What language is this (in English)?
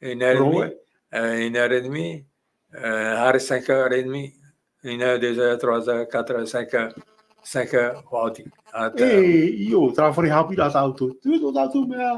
Tahitian